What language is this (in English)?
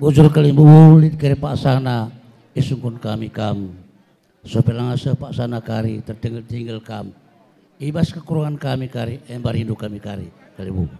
Batak Karo